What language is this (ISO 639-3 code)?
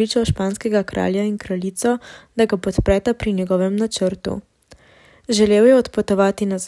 slv